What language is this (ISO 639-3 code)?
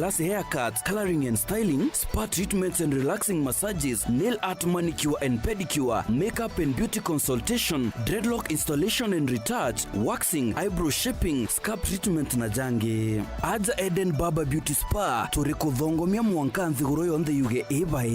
mer